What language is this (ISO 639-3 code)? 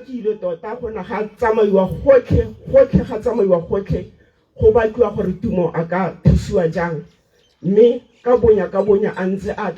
tsn